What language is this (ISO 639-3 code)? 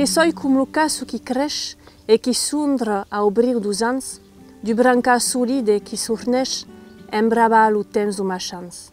oci